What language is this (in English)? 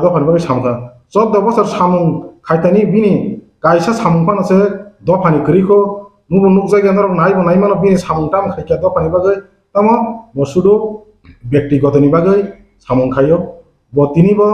Kok Borok